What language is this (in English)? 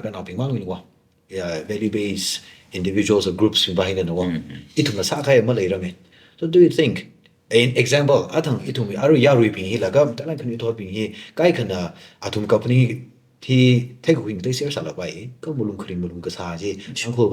Tangkhul Naga (India)